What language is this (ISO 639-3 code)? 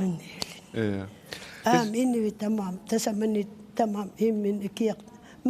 kal